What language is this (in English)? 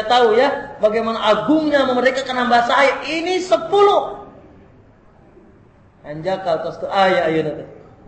Indonesian